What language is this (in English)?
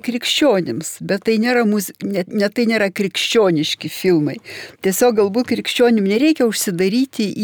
Lithuanian